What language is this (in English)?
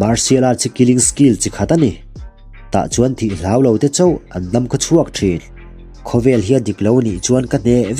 Mizo